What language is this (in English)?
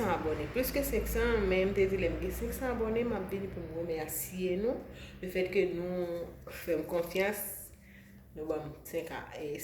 Haitian Creole